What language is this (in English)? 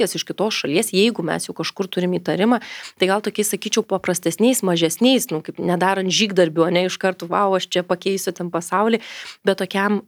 Lithuanian